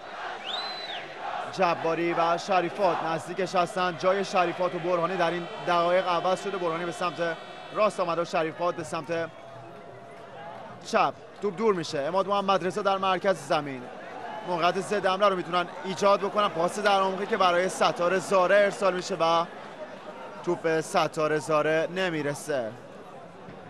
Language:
Persian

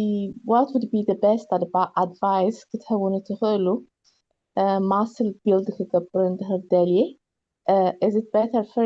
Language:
Tigrinya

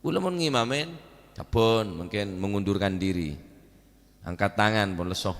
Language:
Madurese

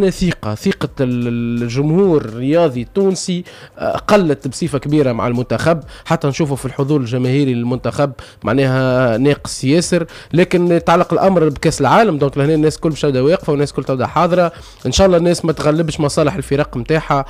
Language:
Tunisian Arabic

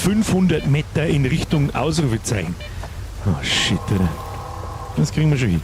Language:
Bavarian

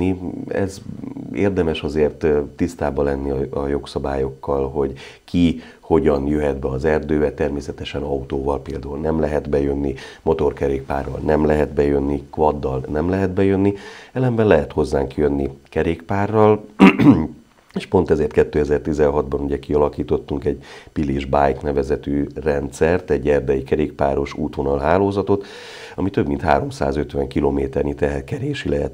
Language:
Hungarian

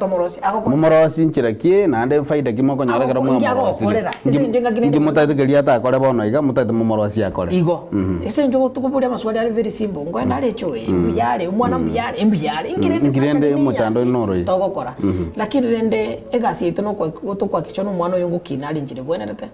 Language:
Gusii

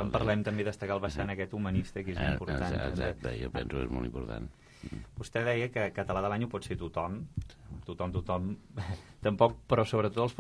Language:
Catalan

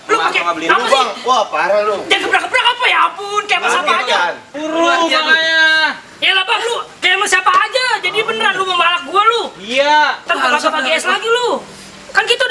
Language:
Betawi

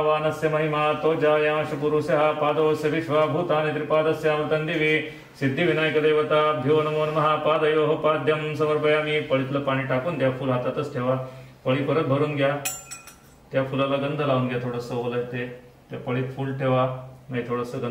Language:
Marathi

